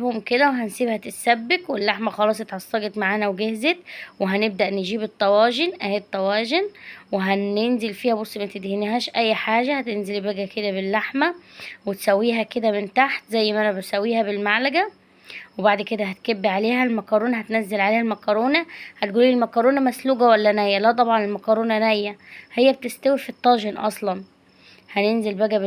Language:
Egyptian Arabic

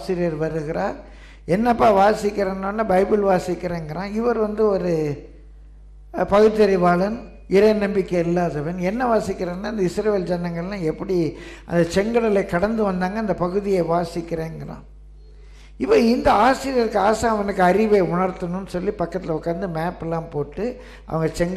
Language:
Tamil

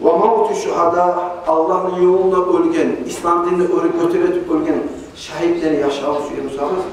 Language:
Kumyk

